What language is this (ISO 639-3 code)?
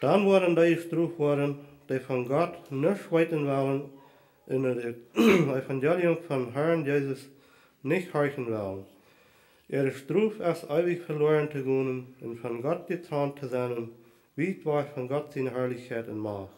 pdt